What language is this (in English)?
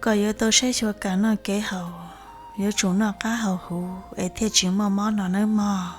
Hmong